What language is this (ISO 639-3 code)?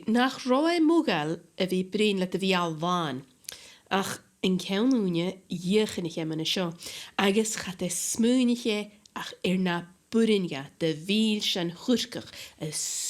gla